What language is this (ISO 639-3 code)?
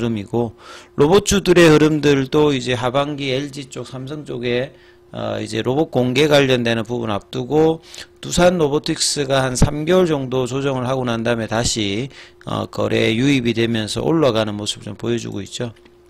kor